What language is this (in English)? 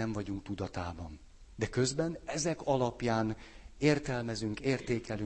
Hungarian